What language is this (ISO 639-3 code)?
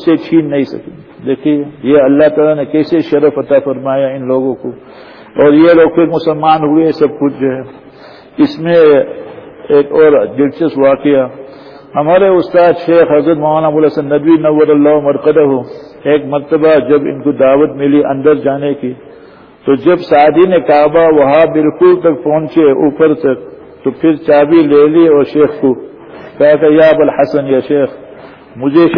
urd